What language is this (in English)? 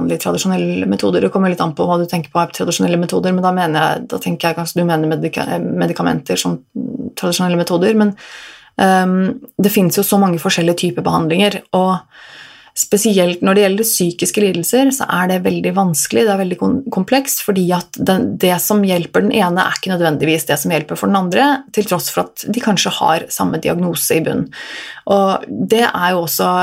Norwegian